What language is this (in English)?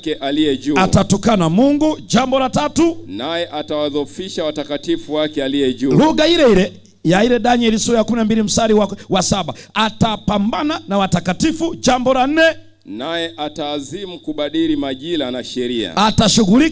Swahili